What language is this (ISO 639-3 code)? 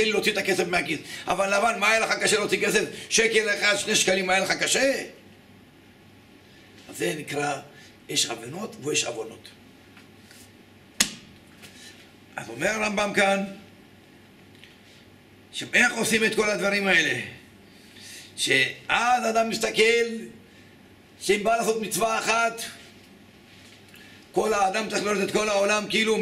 heb